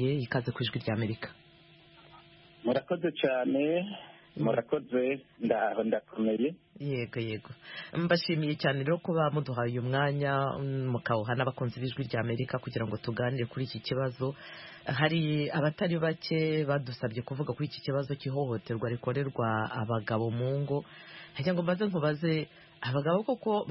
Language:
Kinyarwanda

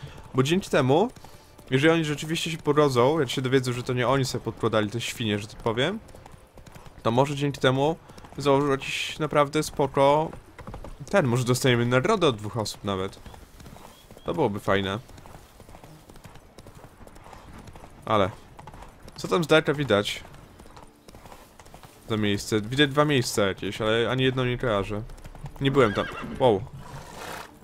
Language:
Polish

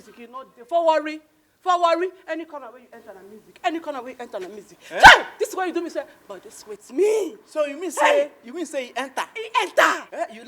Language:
Nigerian Pidgin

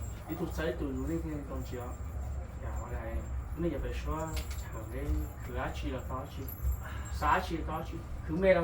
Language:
Hmong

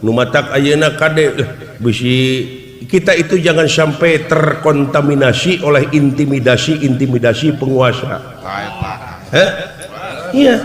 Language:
Sundanese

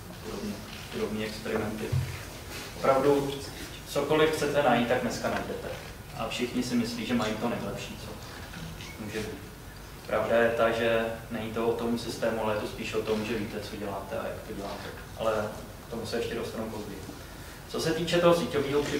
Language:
Czech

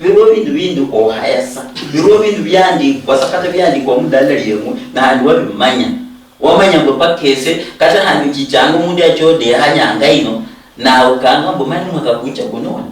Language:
Luyia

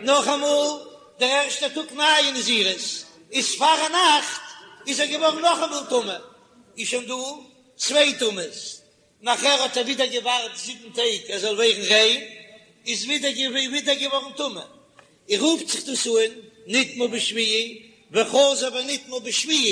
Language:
Yiddish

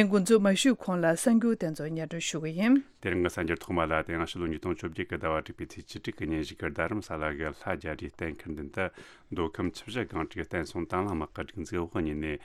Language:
Tibetan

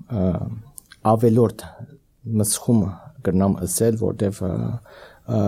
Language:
Armenian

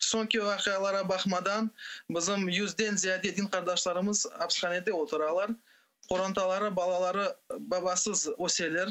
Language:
Crimean Tatar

